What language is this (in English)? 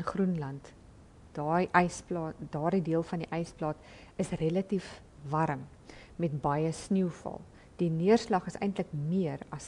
Afrikaans